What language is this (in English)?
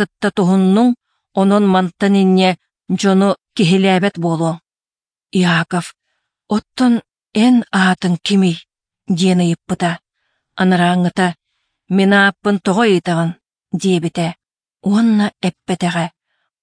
Yakut